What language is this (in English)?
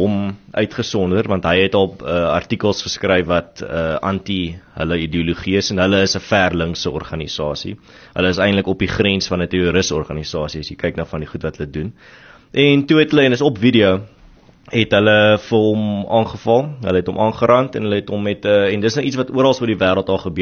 Afrikaans